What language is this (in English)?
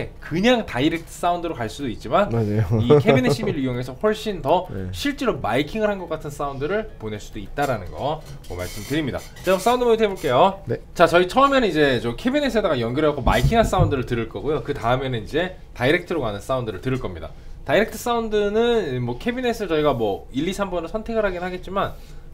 Korean